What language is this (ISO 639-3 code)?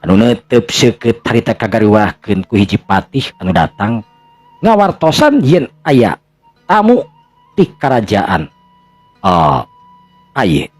sun